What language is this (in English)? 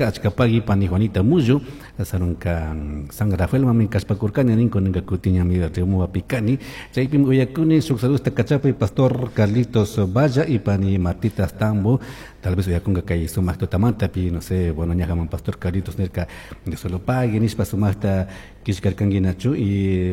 Chimborazo Highland Quichua